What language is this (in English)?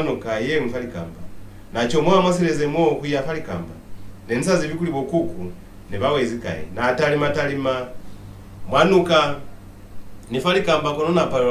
Lozi